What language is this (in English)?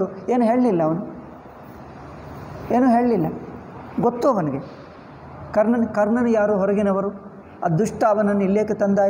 Kannada